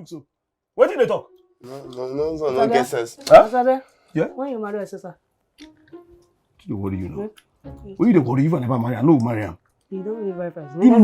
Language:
Nigerian Pidgin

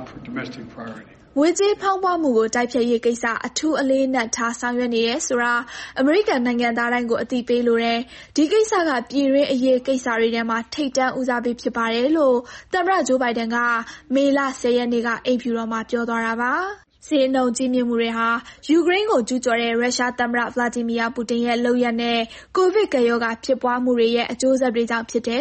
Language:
Burmese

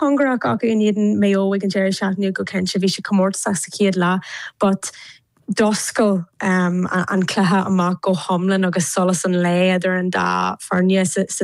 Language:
Irish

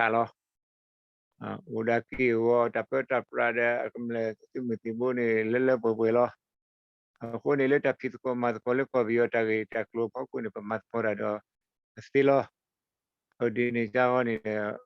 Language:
S'gaw Karen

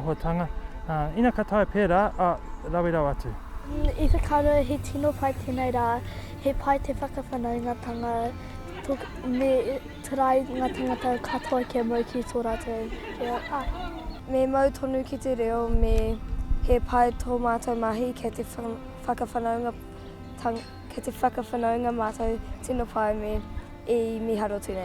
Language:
Māori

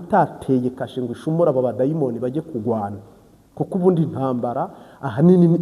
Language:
Kinyarwanda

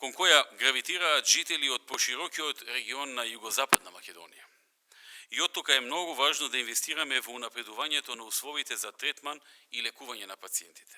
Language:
Macedonian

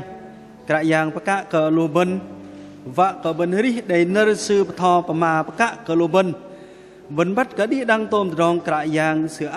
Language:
Bahnar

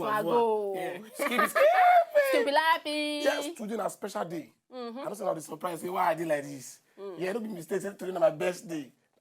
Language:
Nigerian Pidgin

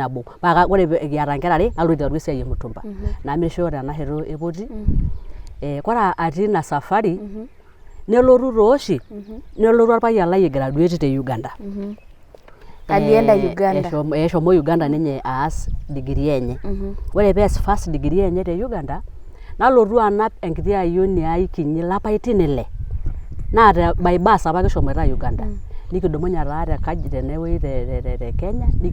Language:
Masai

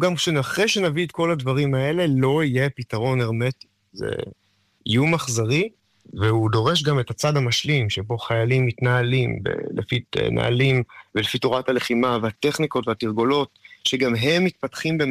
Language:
Hebrew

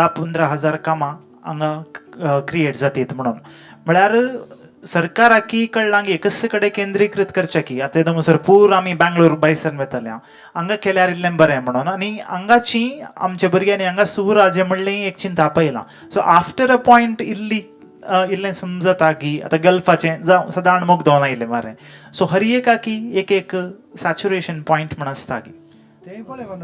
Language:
Konkani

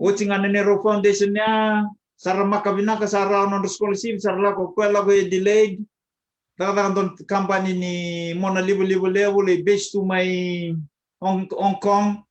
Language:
Fijian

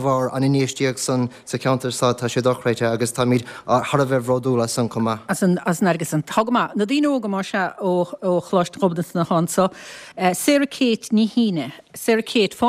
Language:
Irish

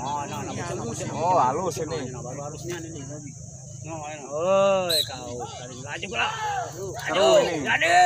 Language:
Musi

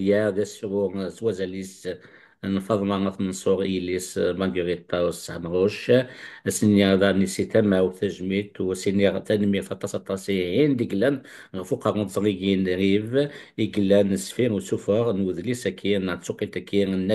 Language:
Kabyle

